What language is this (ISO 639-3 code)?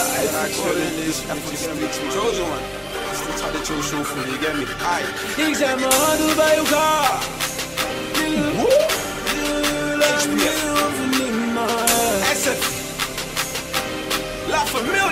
nld